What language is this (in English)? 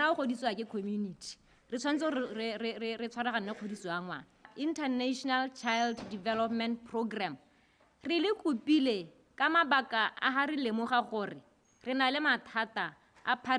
Tswana